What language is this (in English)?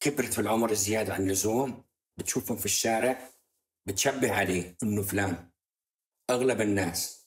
North Levantine Arabic